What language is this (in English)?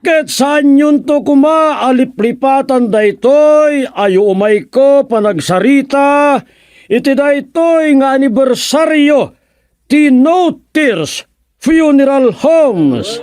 Iloko